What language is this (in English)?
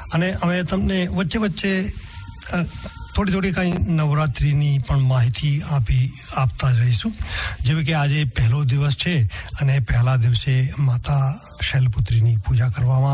Gujarati